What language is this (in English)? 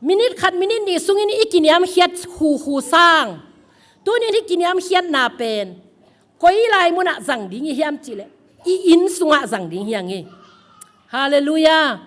Tedim Chin